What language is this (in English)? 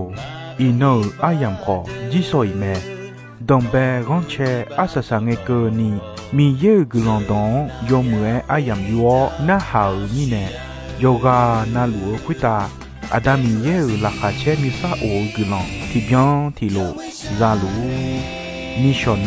Akha